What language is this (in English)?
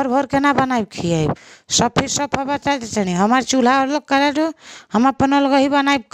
Bhojpuri